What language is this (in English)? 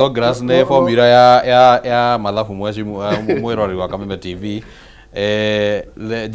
Kikuyu